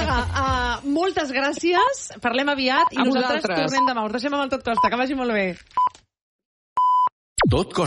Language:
Catalan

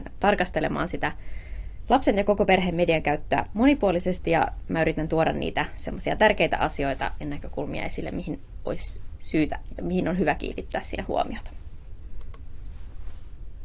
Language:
Finnish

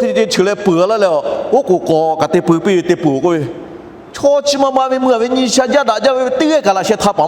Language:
Lahu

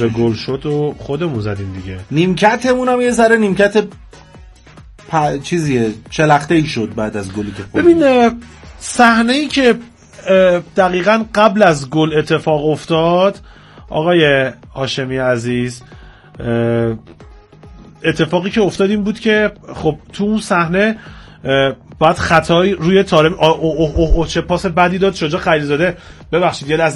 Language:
Persian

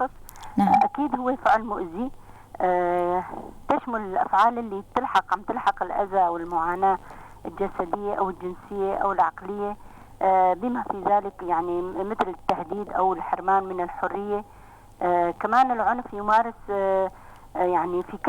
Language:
North Levantine Arabic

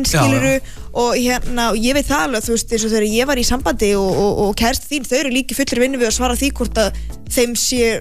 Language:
Icelandic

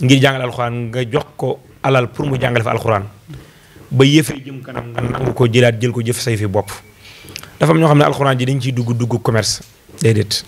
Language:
Wolof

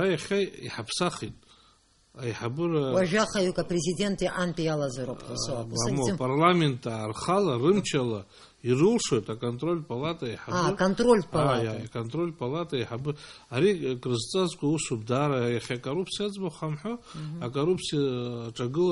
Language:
Abkhazian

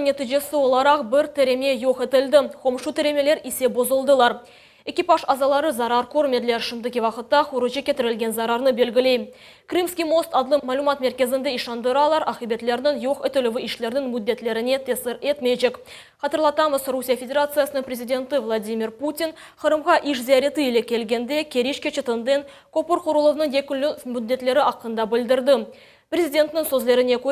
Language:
Crimean Tatar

